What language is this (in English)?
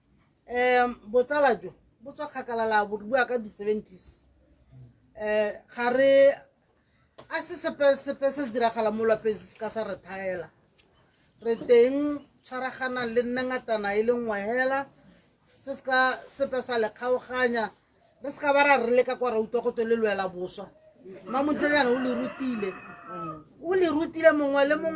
Tswana